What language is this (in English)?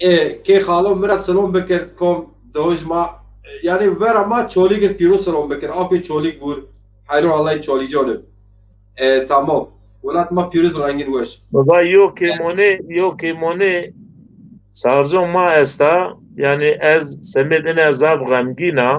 Zaza